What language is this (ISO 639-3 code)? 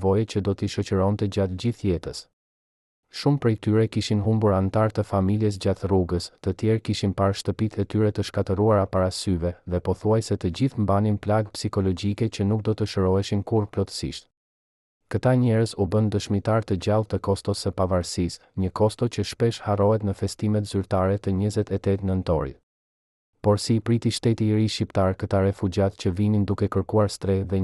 sqi